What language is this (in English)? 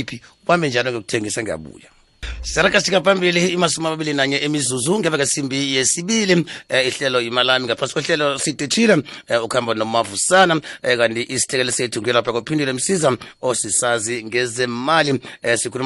South Ndebele